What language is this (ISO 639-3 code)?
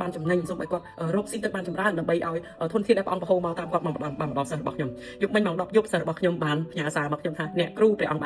khm